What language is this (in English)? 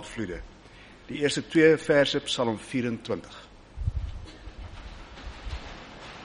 Afrikaans